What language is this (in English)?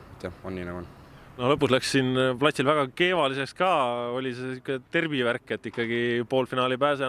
Estonian